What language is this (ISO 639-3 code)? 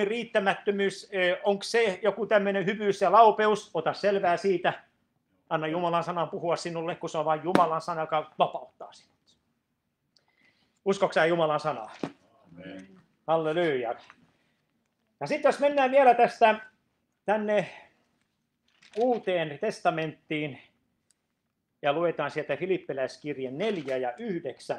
fin